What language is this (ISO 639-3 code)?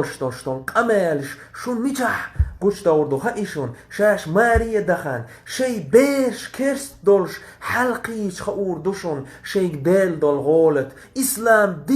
che